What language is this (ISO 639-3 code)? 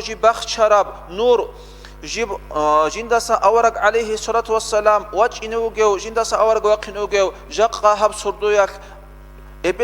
ava